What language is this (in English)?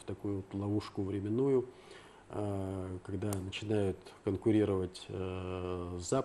Russian